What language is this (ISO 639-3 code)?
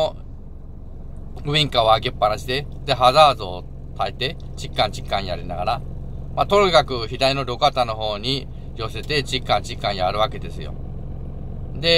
jpn